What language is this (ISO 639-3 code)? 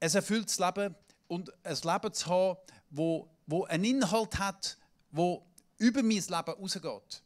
gsw